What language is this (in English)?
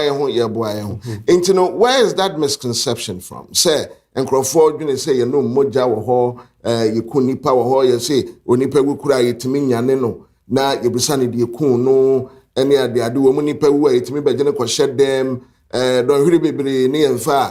Akan